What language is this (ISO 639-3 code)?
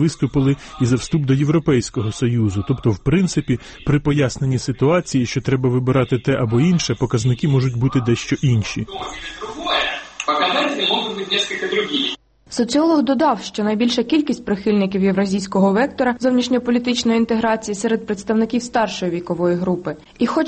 ukr